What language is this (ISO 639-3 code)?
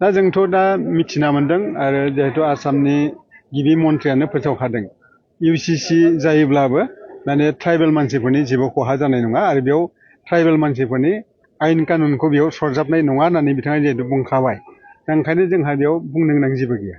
brx